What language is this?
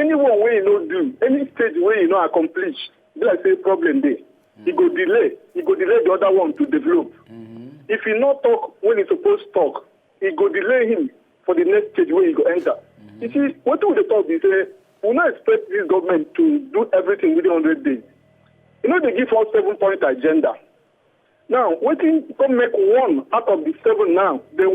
Nigerian Pidgin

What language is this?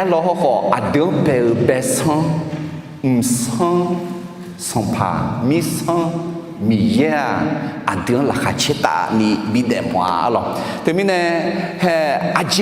Akha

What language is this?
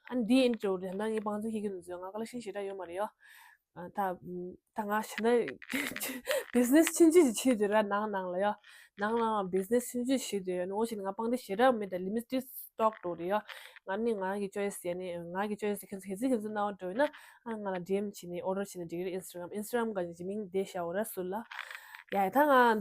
Tibetan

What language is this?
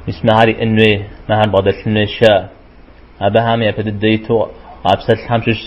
Kabardian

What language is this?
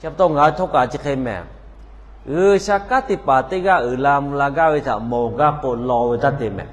Lahu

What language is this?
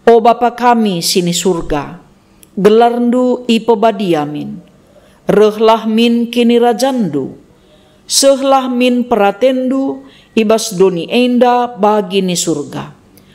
Batak Karo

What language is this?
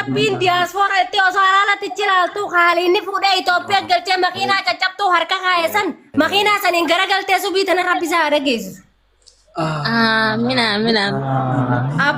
Oromo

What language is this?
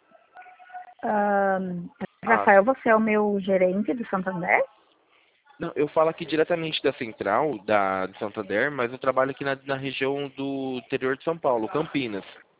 Portuguese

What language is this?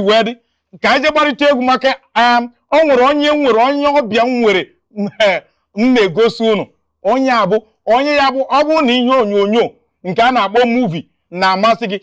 Igbo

